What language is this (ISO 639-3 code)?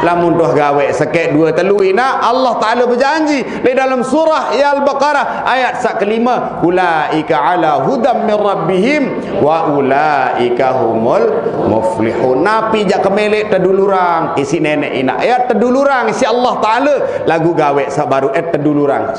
sas